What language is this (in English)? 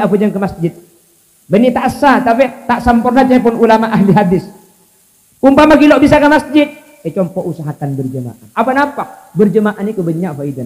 Madurese